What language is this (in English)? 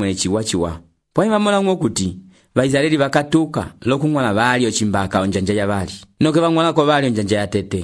Umbundu